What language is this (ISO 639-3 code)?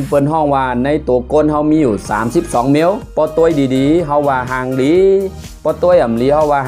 shn